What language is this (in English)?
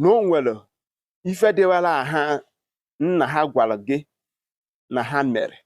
Igbo